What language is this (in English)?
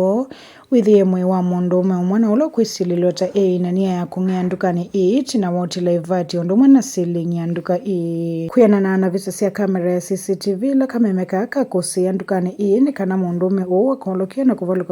Kamba